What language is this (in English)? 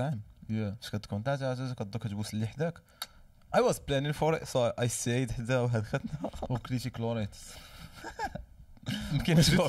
Moroccan Arabic